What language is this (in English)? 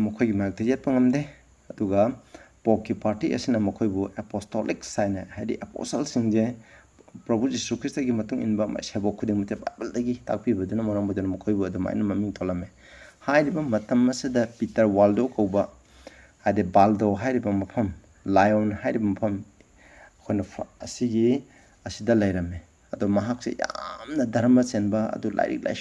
Manipuri